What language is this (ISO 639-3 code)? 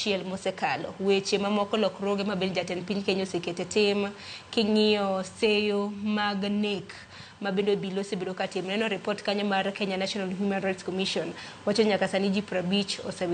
luo